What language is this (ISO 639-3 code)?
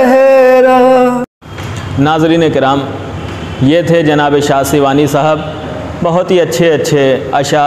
urd